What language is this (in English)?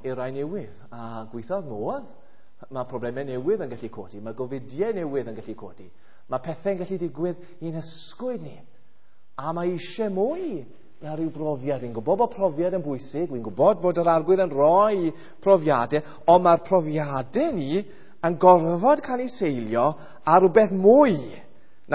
Welsh